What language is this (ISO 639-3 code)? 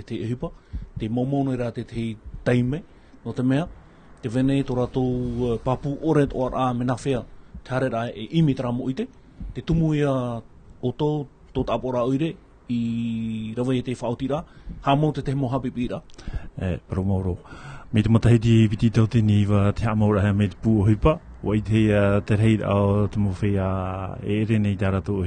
tah